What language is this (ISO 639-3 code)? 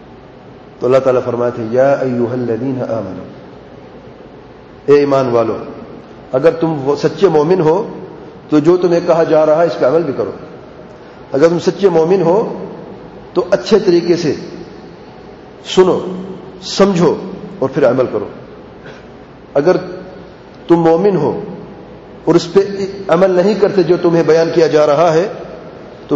urd